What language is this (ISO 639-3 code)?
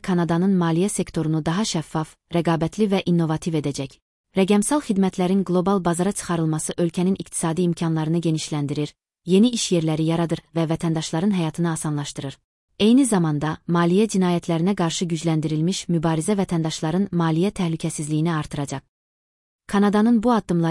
aze